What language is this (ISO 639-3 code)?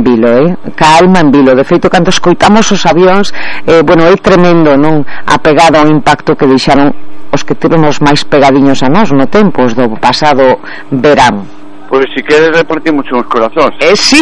glg